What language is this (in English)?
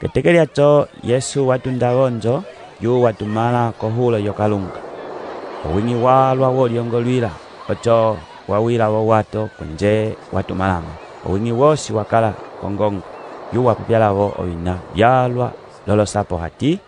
Umbundu